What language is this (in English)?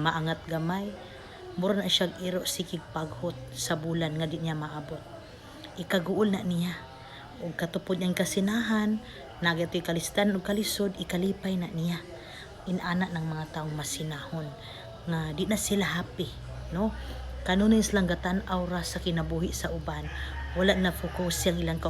Cebuano